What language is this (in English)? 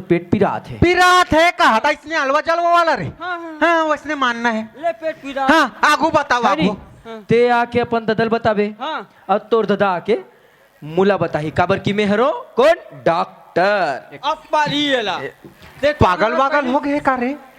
Chhattisgarhi